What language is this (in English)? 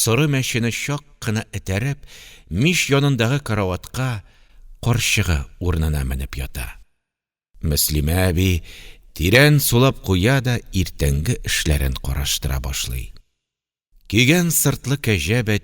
Tatar